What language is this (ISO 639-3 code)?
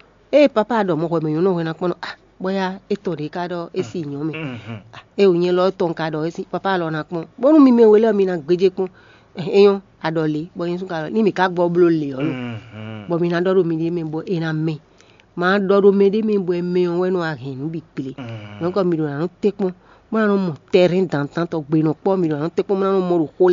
fon